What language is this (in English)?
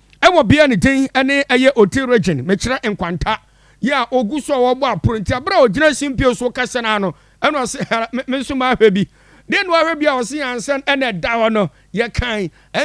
Akan